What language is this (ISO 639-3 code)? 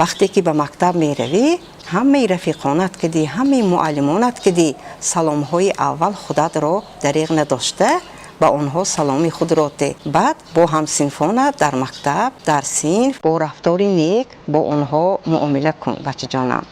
tgk